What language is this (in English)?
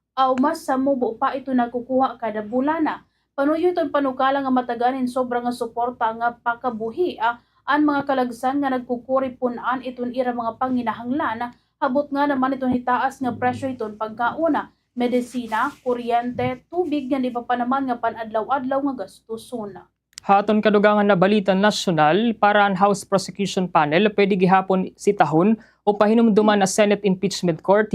Waray